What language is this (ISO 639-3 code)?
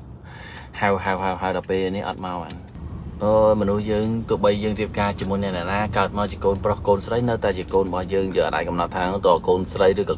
khm